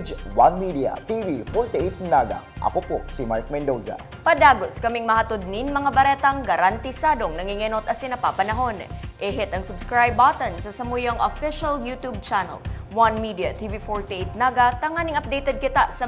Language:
Bikol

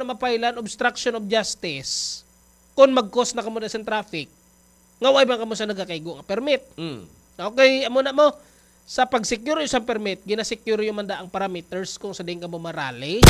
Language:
Hiligaynon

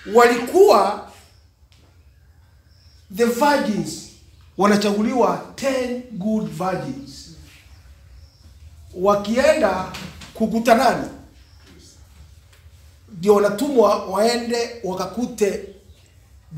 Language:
Swahili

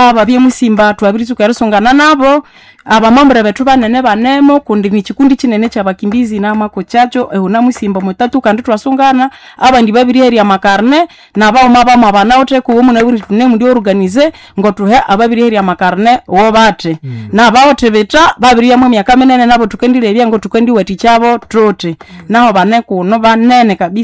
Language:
Nande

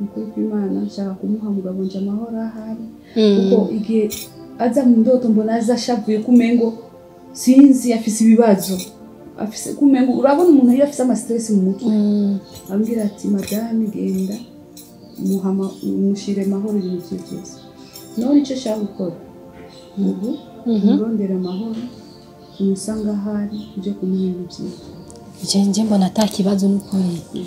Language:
Rundi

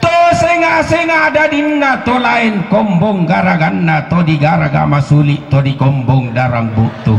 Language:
Toraja-Sa'dan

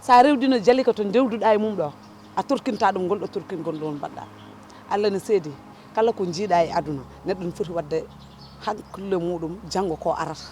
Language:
Fula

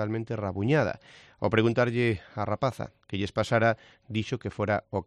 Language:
Galician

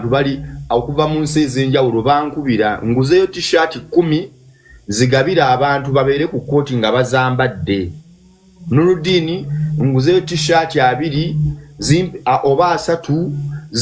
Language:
Ganda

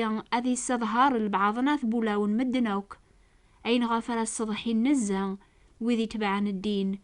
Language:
Kabyle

